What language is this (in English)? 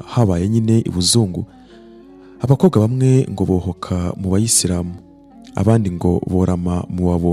Kinyarwanda